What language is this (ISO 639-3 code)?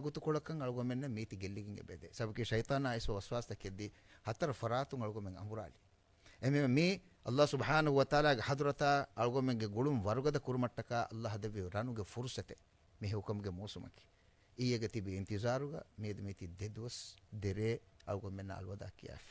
div